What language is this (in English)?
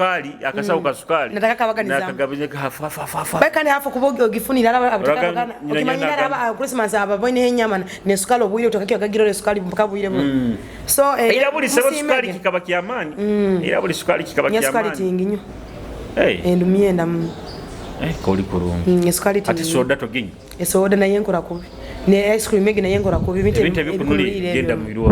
Nyoro